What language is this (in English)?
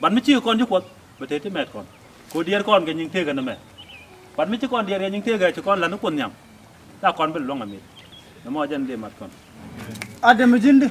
Nuer